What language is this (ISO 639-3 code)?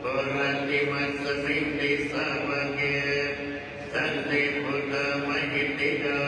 pli